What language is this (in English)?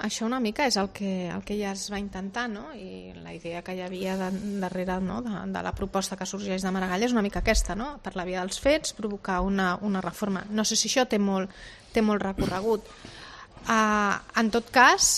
Catalan